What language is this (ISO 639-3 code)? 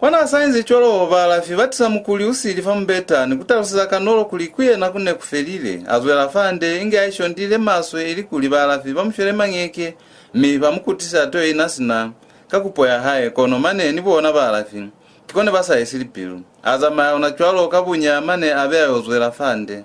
loz